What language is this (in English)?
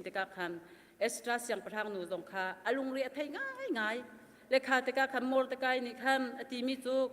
Hakha Chin